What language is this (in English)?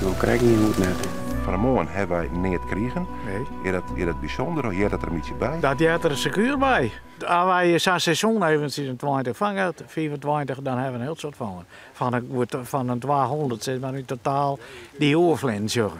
Western Frisian